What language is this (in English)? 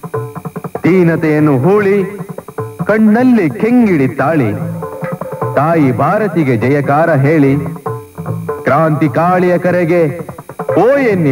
Kannada